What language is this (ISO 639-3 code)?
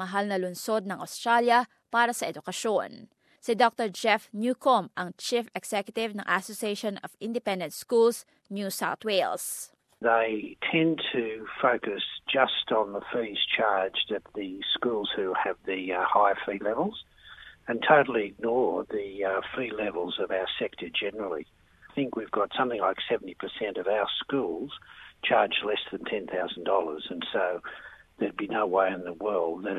fil